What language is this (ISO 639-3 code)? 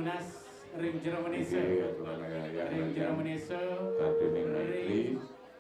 ban